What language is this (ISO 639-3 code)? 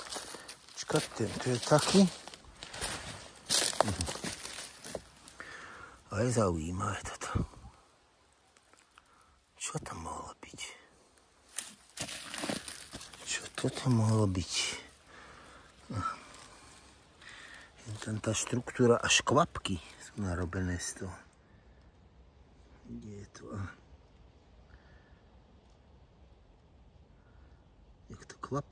slk